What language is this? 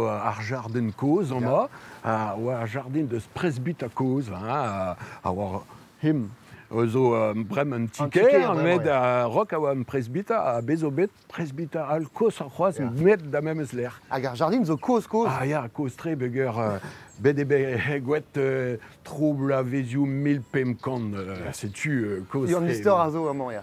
Breton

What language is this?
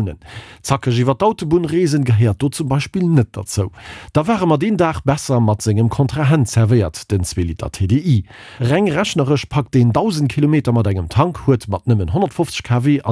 Luxembourgish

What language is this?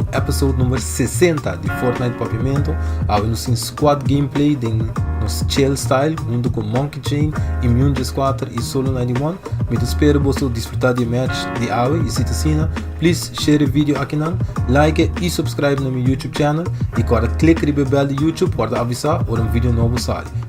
Papiamento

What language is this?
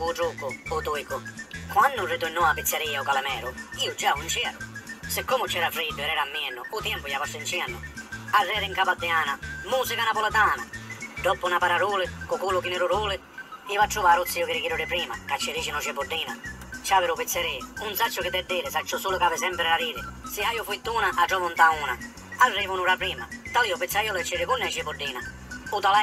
Sicilian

